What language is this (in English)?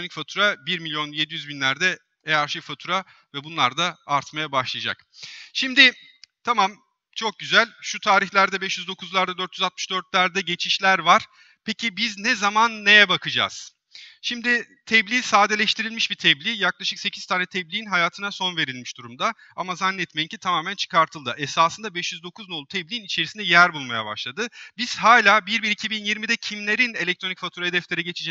Turkish